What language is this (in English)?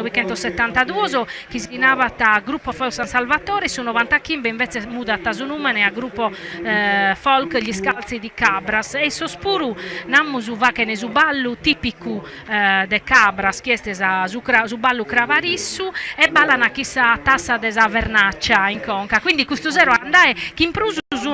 Sardinian